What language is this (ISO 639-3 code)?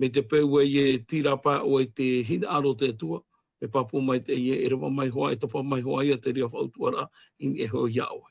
tah